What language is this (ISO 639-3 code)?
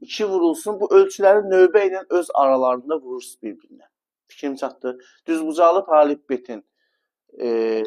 aze